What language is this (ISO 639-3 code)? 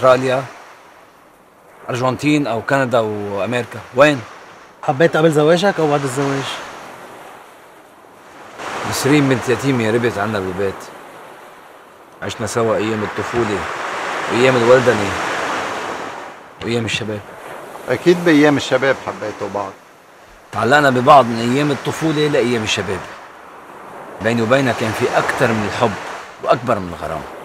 apc